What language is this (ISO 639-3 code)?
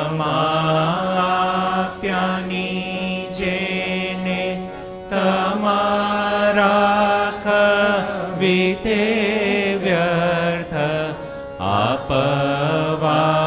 guj